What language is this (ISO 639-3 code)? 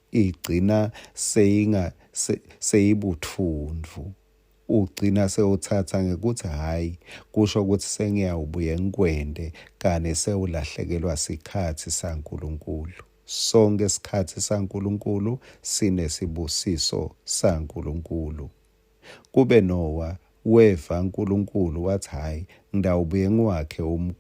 ssw